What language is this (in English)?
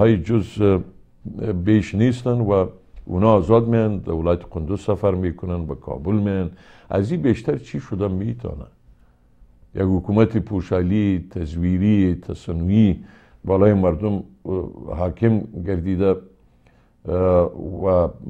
Persian